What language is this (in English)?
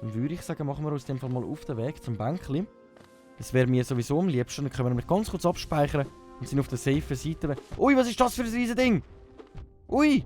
Swiss German